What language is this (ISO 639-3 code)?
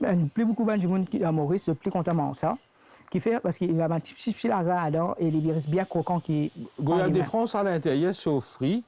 mfe